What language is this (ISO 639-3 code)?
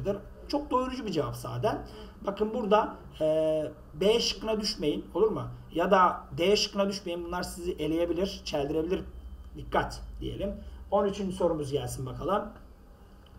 tur